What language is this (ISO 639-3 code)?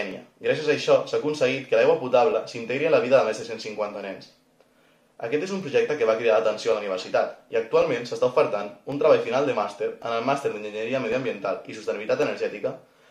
cat